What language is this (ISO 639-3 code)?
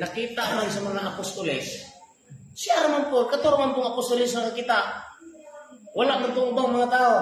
ceb